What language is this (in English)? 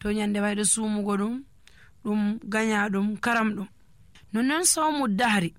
Nigerian Fulfulde